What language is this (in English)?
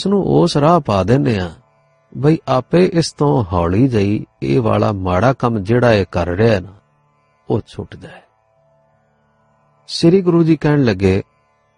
Punjabi